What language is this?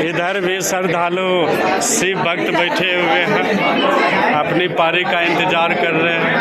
Angika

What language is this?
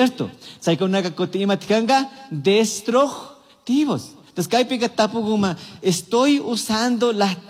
Chimborazo Highland Quichua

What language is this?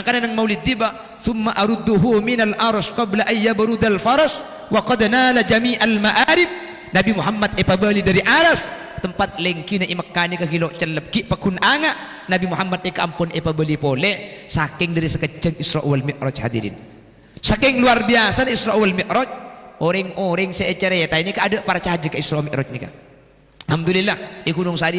Madurese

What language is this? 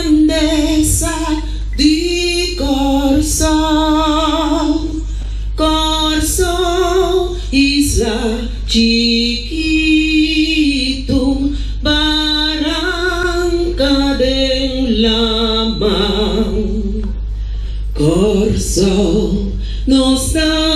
Papiamento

